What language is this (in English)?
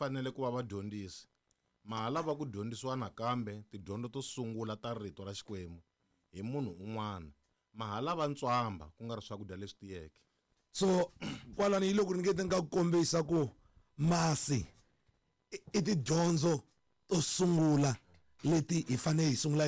Tsonga